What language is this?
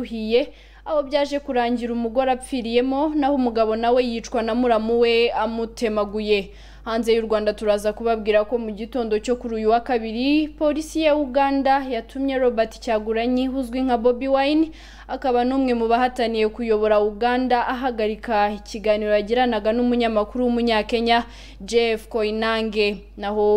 Kinyarwanda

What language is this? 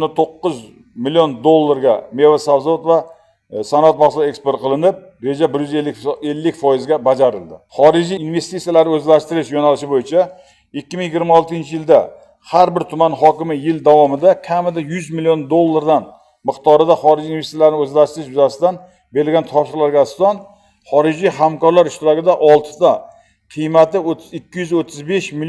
Uzbek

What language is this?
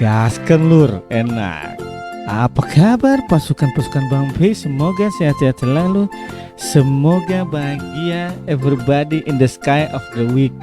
Ambonese Malay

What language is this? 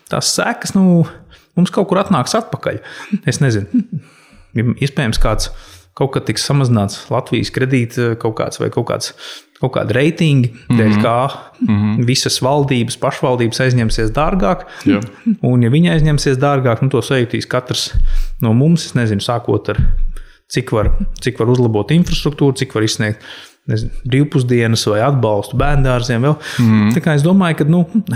Latvian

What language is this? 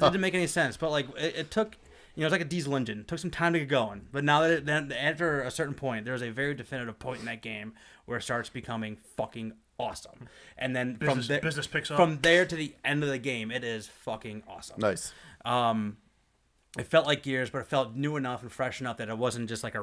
English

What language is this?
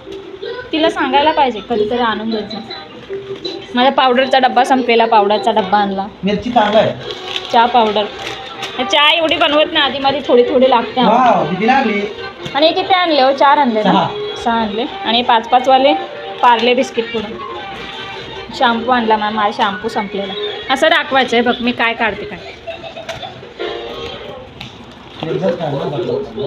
Marathi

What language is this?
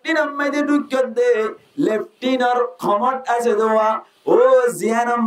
Rohingya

